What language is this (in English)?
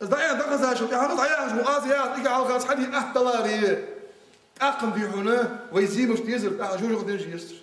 Ingush